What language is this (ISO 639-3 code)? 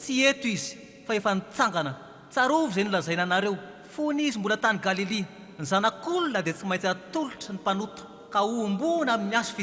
mlg